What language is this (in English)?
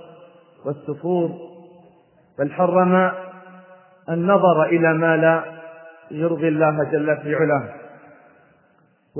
Arabic